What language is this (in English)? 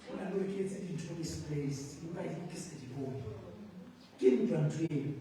Southern Sotho